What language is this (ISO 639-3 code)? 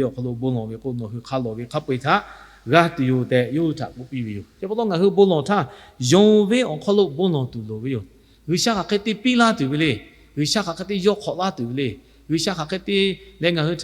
lhu